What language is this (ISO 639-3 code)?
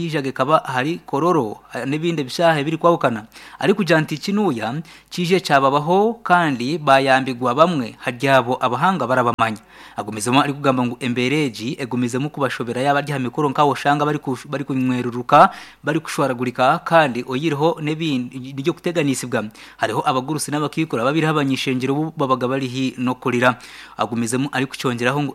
nyn